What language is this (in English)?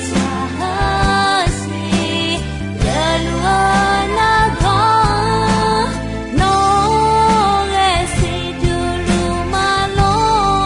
Akha